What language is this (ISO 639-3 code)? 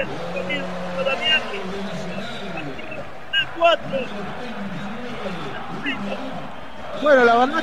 spa